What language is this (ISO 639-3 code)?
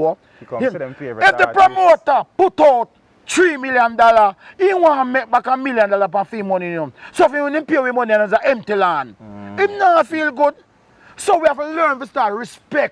jam